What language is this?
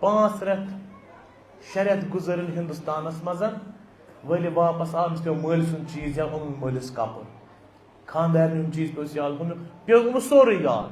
Kashmiri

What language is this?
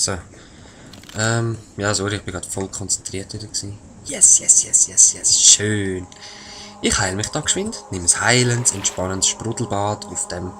Swiss German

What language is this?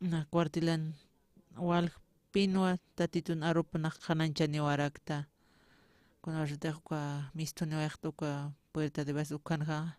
Aymara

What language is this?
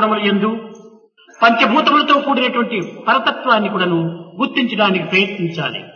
Telugu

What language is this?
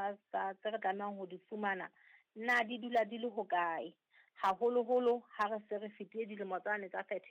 Southern Sotho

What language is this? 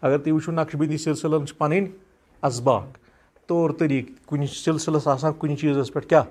Kashmiri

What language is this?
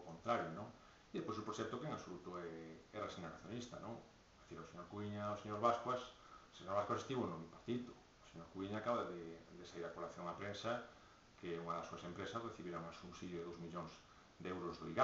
Galician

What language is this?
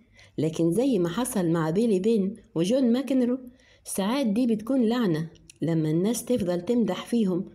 Egyptian Arabic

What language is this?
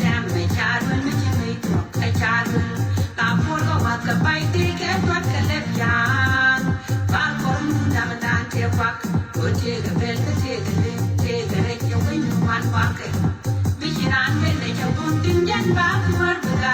Nuer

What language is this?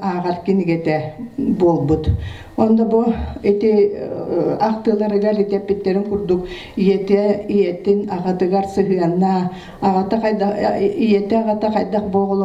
Yakut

